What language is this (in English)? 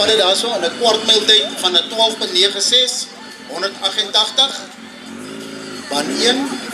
Afrikaans